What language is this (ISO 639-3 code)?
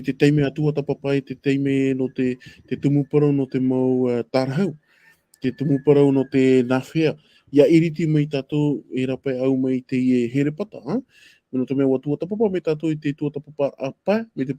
tah